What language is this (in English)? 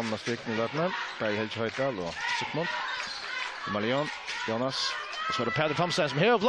Faroese